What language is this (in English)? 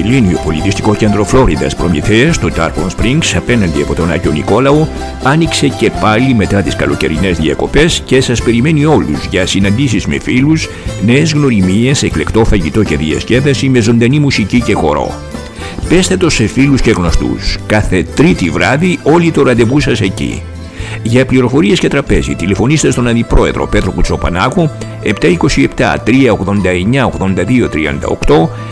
Greek